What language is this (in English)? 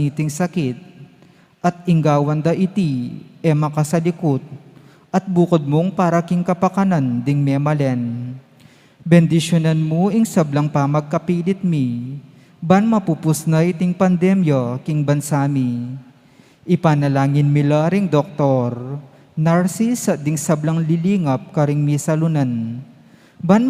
Pampanga